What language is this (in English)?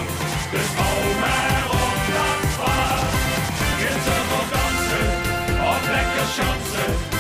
Limburgish